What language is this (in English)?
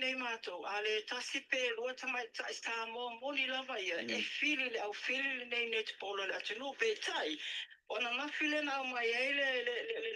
Samoan